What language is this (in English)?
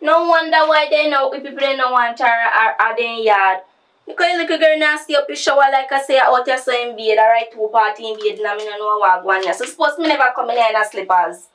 Jamaican Creole English